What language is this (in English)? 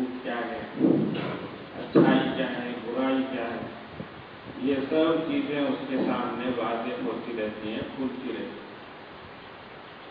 Urdu